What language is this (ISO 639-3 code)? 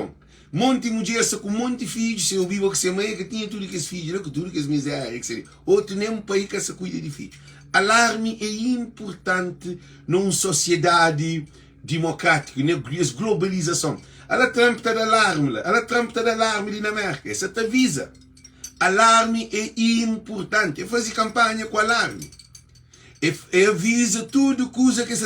kea